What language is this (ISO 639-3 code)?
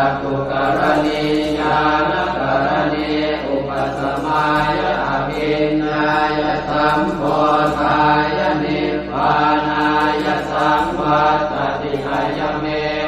pli